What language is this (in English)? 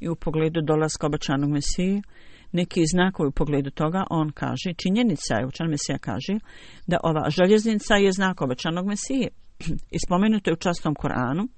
Bosnian